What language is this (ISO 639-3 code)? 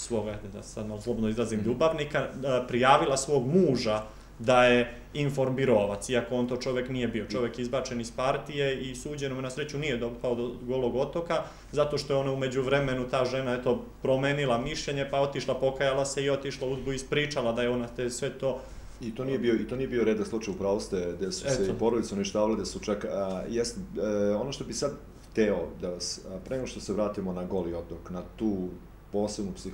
srp